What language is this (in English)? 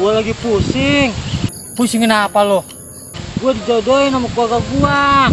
Betawi